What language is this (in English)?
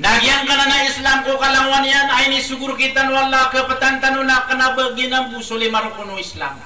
Maranao